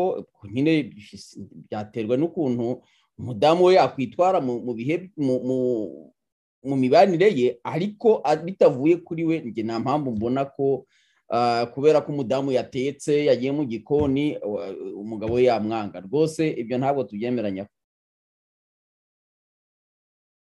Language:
Kinyarwanda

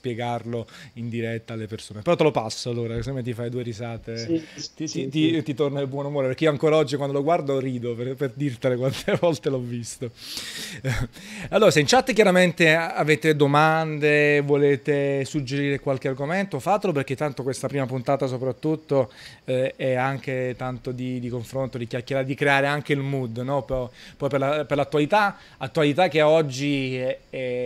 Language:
Italian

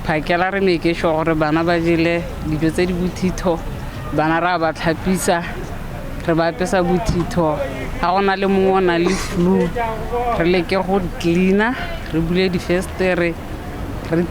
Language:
Tswana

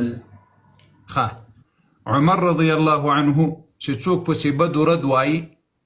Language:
Pashto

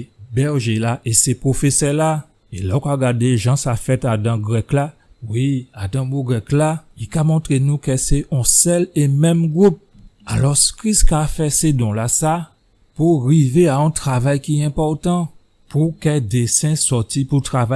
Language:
Guadeloupean Creole French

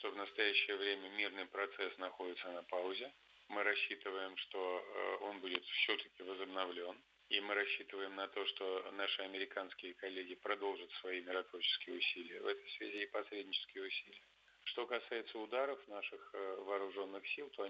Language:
Russian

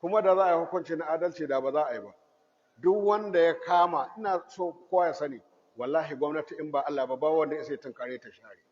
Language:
Hausa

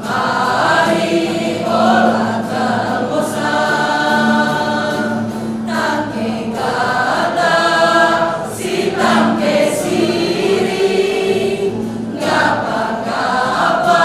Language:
Batak Karo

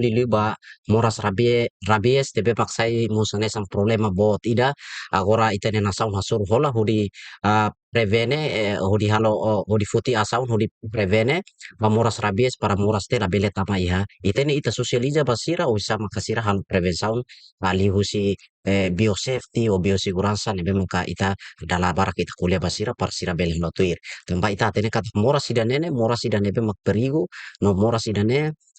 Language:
Tetum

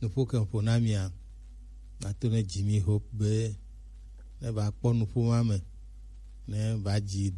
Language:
Gen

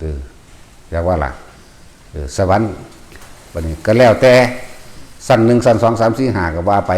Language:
Northeastern Thai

